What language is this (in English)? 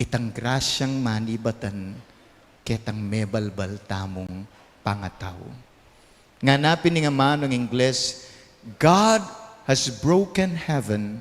Pampanga